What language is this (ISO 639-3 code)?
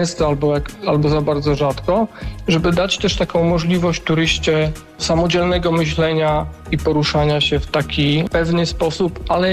pol